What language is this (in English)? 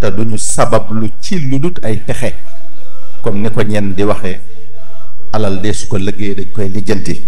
Wolof